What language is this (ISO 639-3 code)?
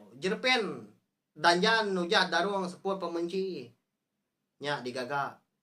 iba